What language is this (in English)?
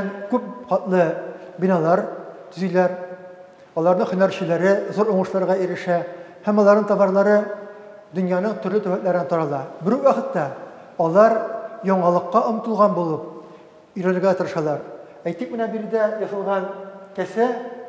Tatar